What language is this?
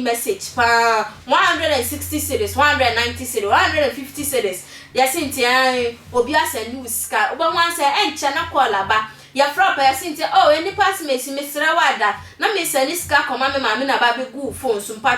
Akan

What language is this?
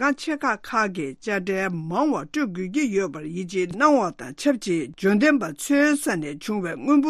Tibetan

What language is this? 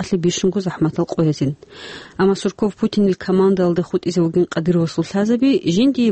Avaric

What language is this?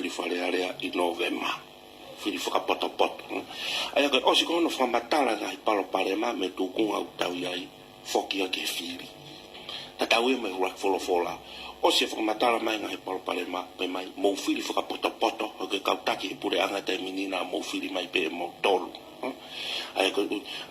Tongan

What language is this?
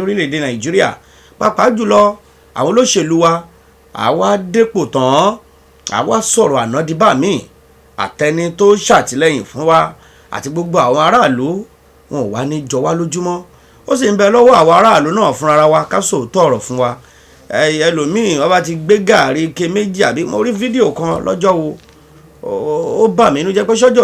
Yoruba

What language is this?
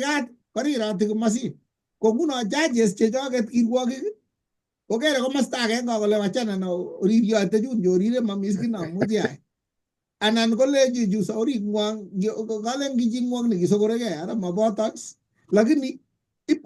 Kalenjin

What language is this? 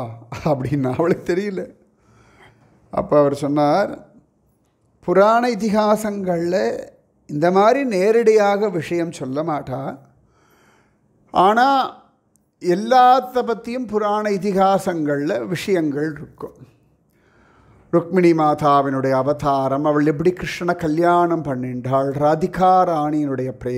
Tamil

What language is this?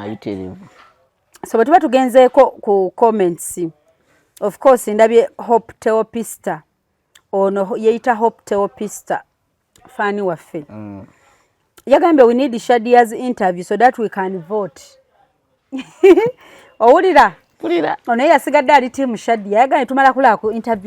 Ganda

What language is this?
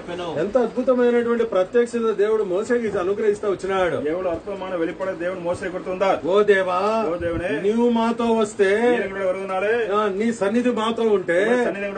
Telugu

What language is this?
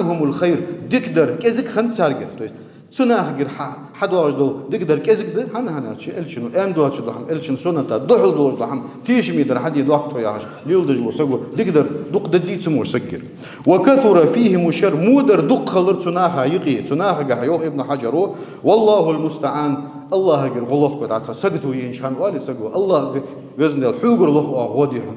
Ingush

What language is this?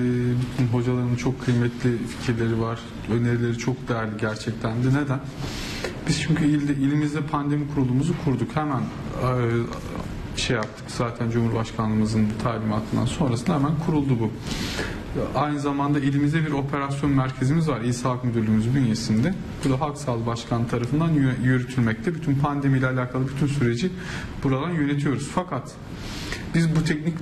Turkish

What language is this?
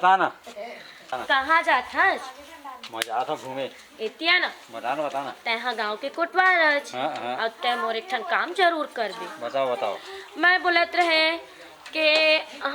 Chhattisgarhi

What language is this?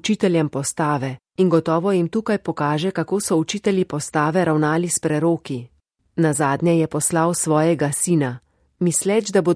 Slovenian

